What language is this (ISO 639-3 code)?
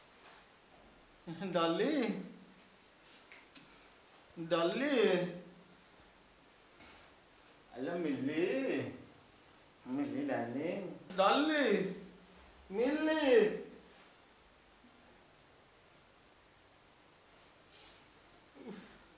ori